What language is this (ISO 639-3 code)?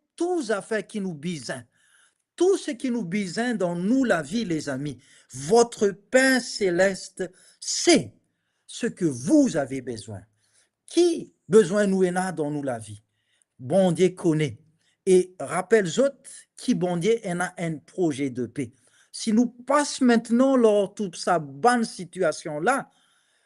mfe